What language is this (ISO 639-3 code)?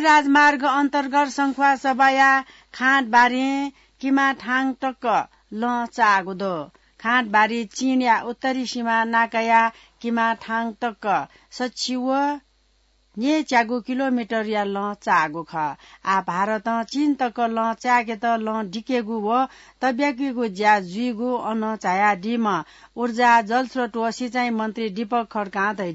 new